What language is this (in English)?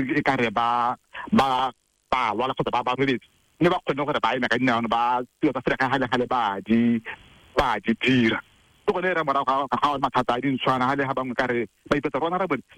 Tswana